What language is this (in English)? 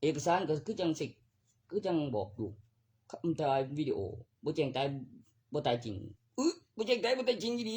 Northeastern Thai